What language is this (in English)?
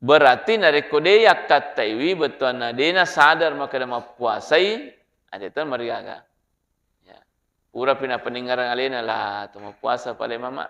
Buginese